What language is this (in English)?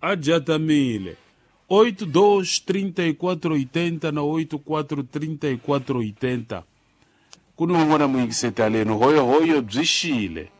Tsonga